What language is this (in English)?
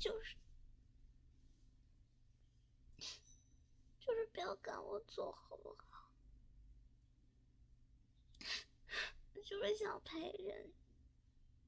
Chinese